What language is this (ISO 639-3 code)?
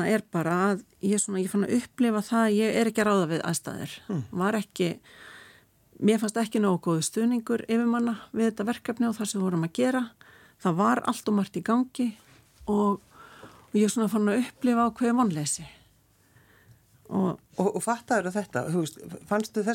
isl